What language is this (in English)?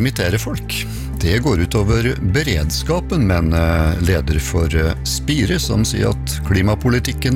Norwegian